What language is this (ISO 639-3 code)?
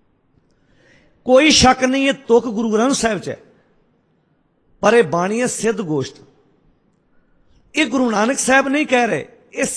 pan